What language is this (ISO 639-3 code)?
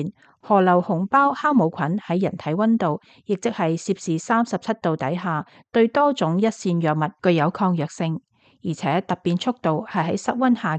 yue